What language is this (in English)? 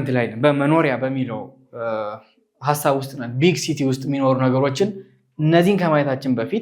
Amharic